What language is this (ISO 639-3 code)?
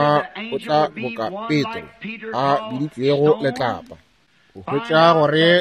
nso